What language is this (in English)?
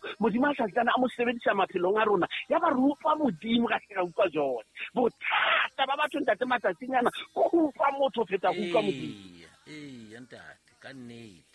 Southern Sotho